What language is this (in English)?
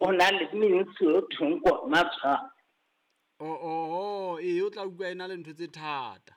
Southern Sotho